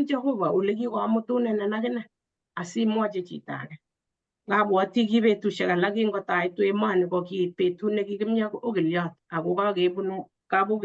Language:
Kalenjin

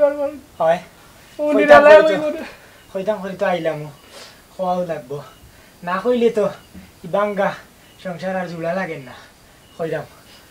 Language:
Sylheti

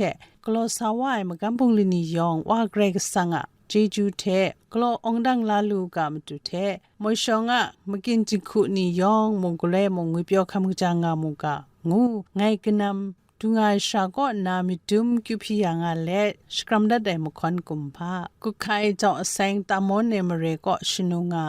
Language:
Kachin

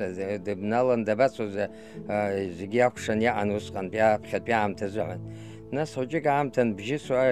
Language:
Abkhazian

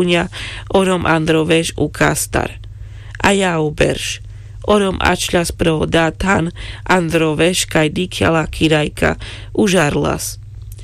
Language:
Carpathian Romani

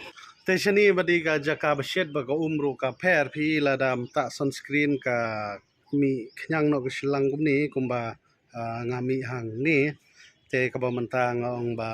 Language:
Khasi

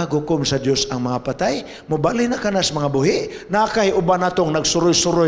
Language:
Cebuano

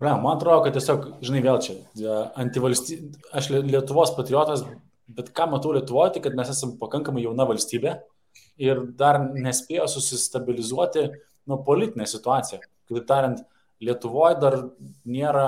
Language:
Lithuanian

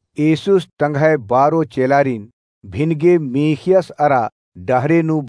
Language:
Kurukh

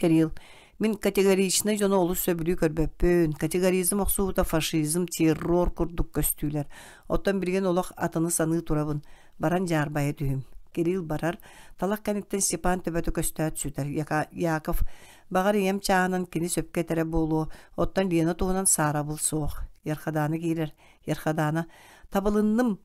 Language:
Yakut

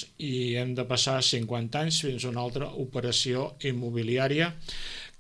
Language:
Catalan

